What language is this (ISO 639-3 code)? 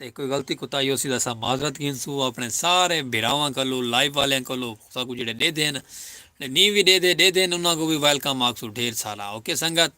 skr